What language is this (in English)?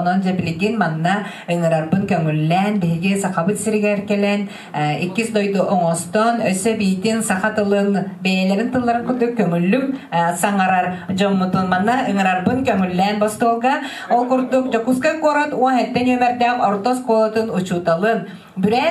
Yakut